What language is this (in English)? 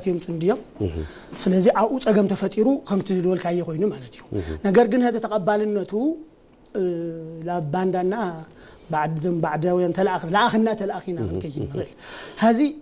Tigrinya